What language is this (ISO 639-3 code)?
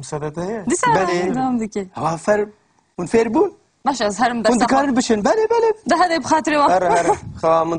kur